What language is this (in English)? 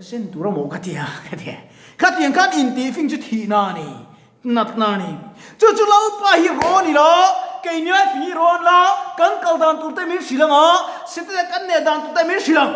Mizo